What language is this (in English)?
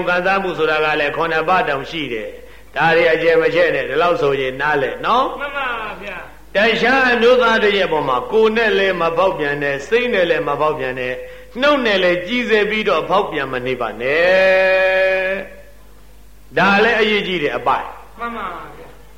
Burmese